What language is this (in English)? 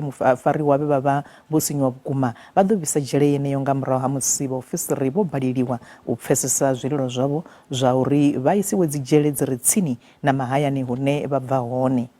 Venda